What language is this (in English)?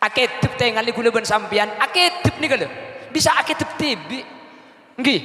Madurese